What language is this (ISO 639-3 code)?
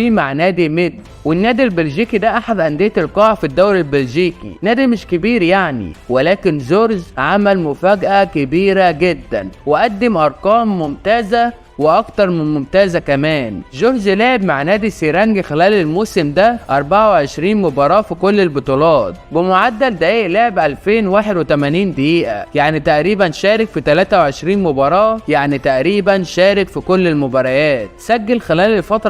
arz